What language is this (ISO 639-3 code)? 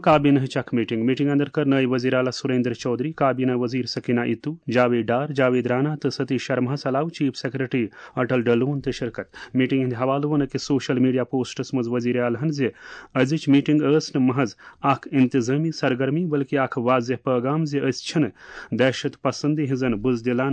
kas